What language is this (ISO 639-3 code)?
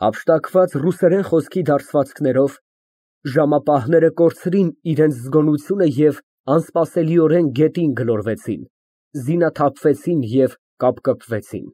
hye